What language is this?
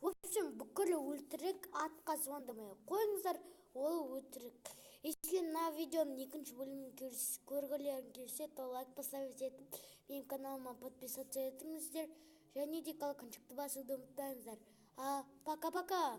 Kazakh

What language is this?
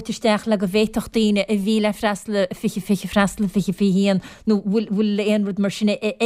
Irish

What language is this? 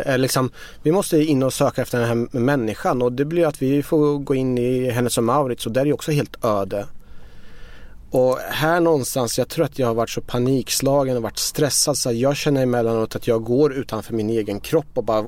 Swedish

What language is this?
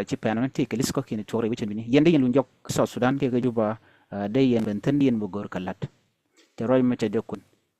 Nuer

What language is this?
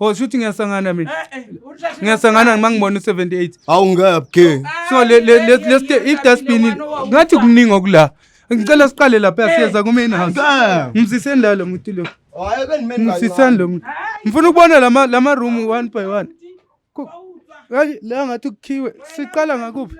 Zulu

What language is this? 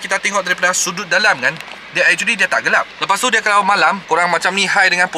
Malay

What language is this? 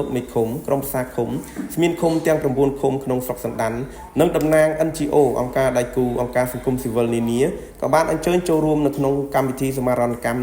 Khmer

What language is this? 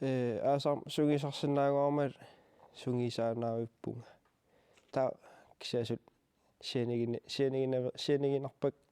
Kalaallisut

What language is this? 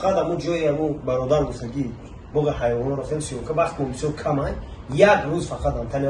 Tajik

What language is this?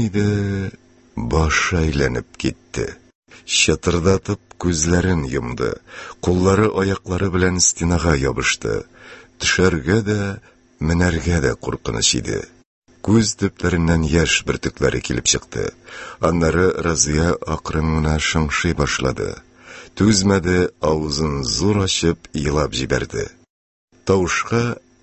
Tatar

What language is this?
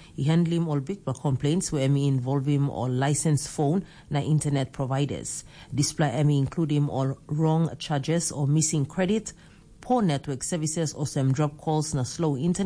Tok Pisin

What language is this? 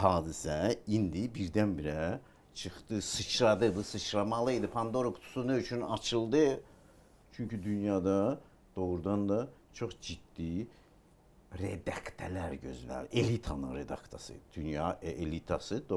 Azerbaijani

